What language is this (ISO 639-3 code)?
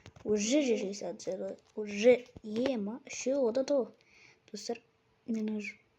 kaz